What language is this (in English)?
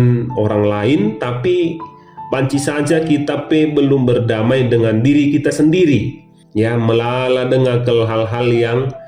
Batak Karo